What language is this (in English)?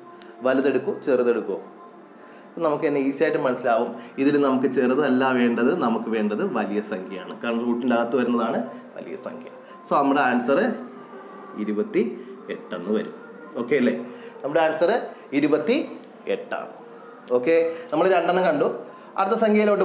Malayalam